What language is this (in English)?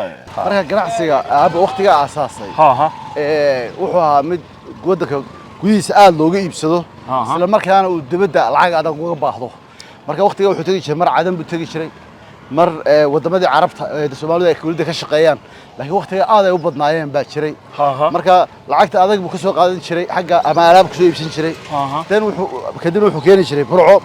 Somali